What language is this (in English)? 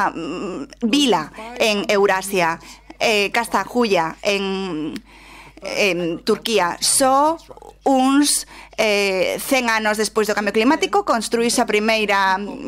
Galician